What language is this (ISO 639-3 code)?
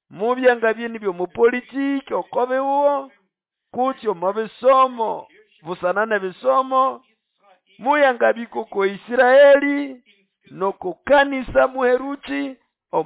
nnb